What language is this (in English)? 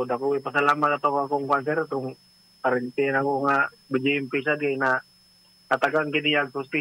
Cebuano